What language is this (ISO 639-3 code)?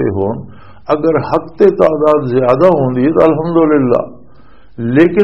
lah